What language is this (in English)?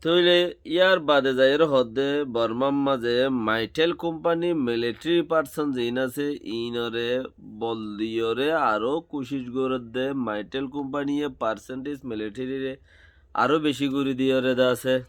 Rohingya